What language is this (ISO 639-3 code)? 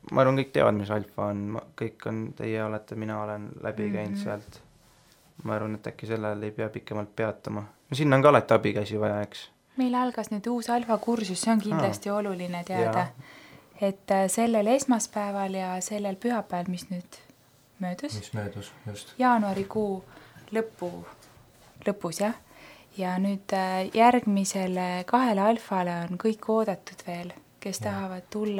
est